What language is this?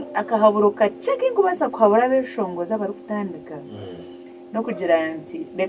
Nyankole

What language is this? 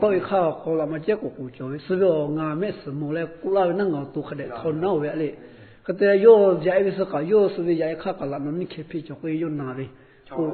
Lahu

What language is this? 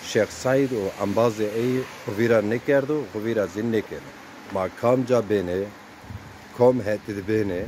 Zaza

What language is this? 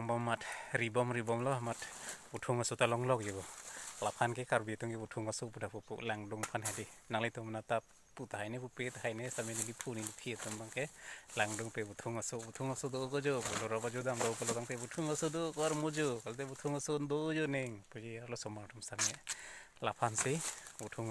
Karbi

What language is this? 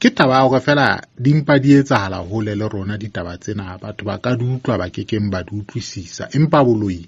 Southern Sotho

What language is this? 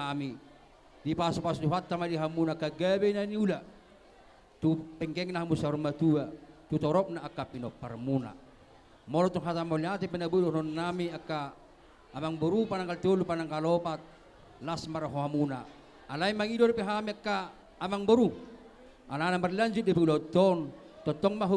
Batak Toba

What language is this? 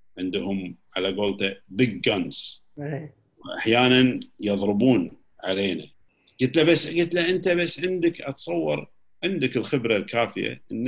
Gulf Arabic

